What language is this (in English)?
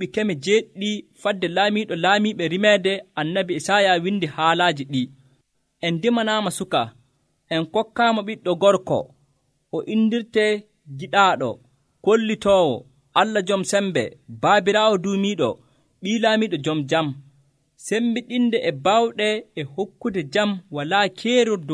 Nigerian Fulfulde